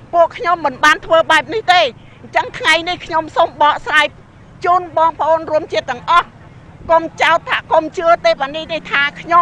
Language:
Khmer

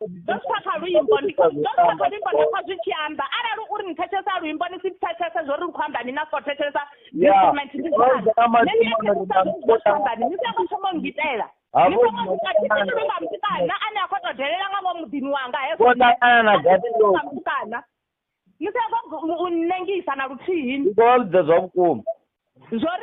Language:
Venda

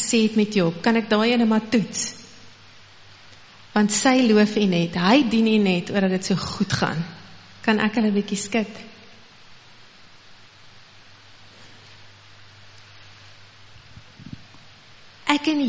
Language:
Afrikaans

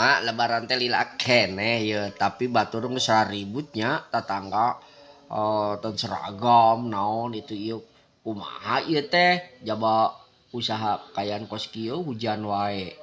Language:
Sundanese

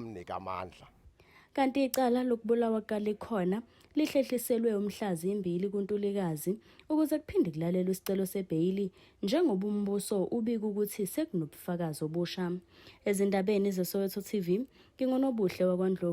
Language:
Zulu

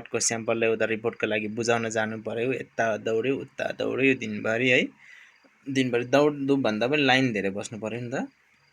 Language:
Nepali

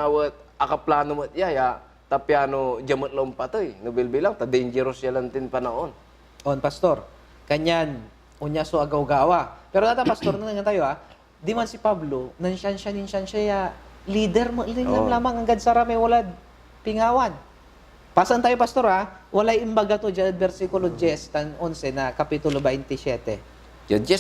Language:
Pangasinan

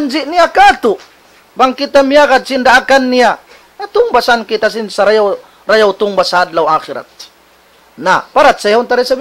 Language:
Tausug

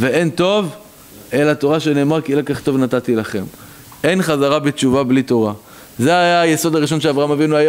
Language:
Hebrew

